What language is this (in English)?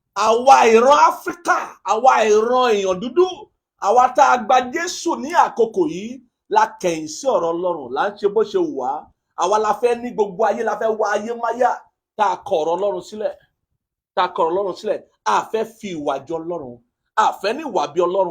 Yoruba